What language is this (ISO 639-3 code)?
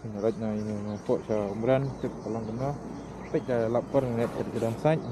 kha